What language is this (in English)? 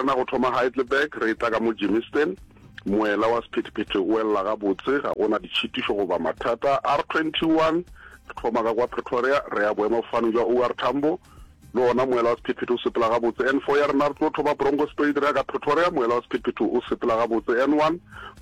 Northern Sotho